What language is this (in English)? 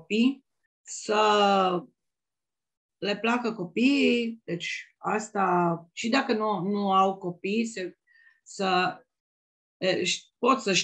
Romanian